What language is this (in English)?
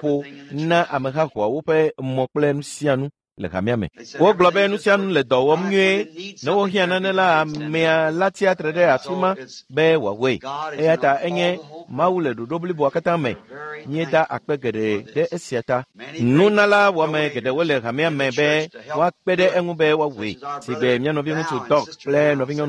Ewe